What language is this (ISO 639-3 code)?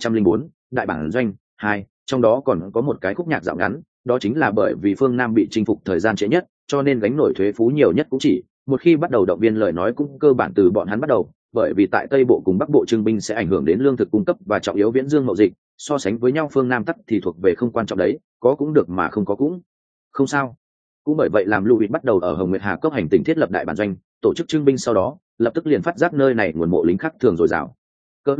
vie